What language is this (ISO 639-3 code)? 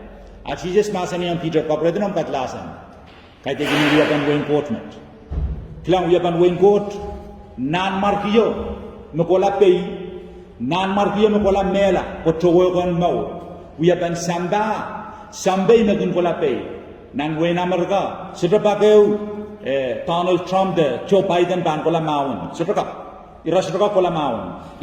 pon